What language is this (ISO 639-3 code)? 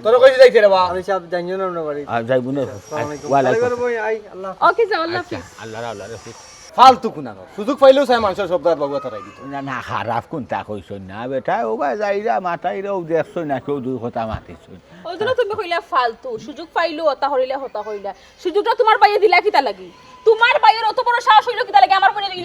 syl